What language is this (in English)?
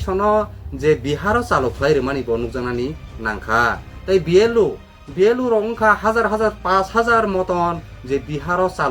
Kok Borok